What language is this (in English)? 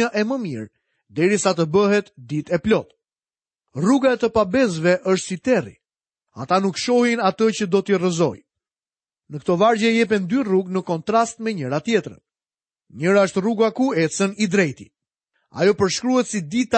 Albanian